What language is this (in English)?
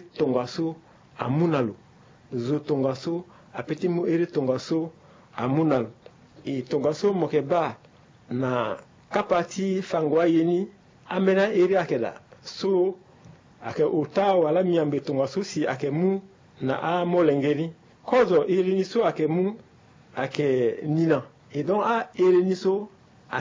Sango